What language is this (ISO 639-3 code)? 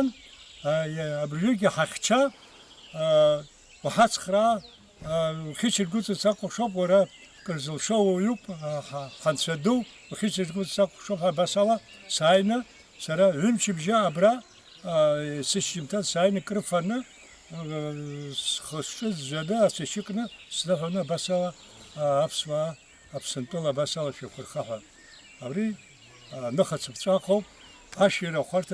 abk